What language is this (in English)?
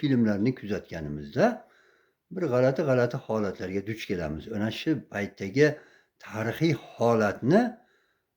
Uzbek